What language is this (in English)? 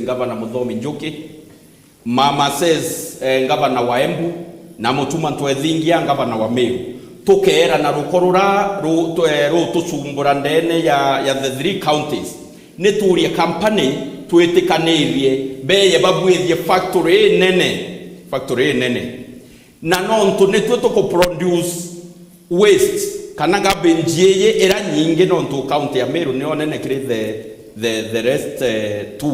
Meru